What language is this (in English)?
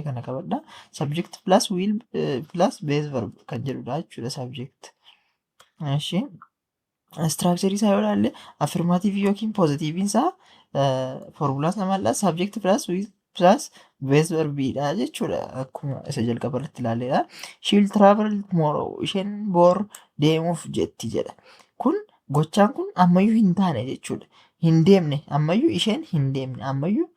Oromo